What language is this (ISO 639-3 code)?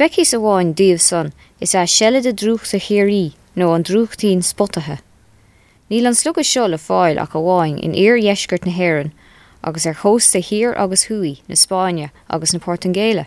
gle